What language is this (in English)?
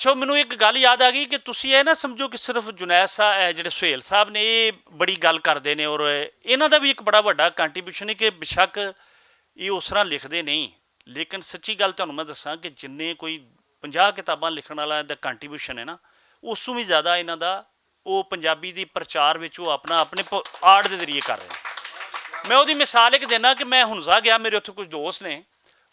Western Panjabi